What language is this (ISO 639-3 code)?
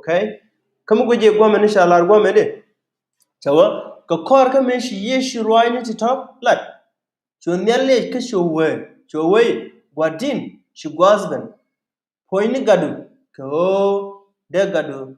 nus